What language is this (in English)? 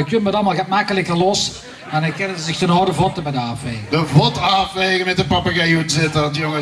Limburgish